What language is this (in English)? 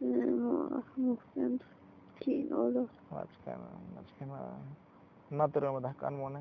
Tzotzil